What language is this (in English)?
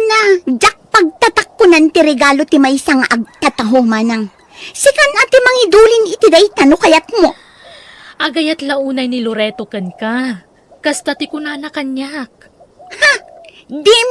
Iloko